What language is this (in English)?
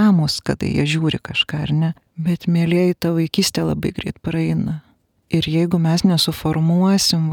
Lithuanian